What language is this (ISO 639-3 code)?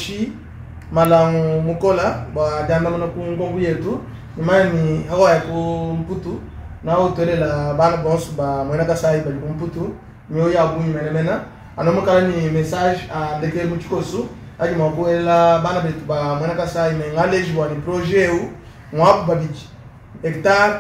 lua